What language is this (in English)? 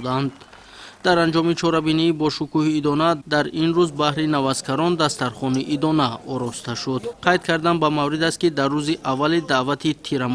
Tajik